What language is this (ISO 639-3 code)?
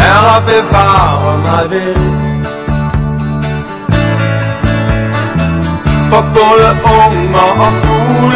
dan